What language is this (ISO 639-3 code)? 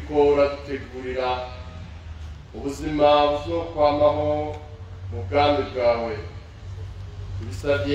run